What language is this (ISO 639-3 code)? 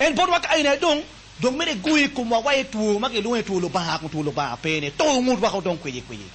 ach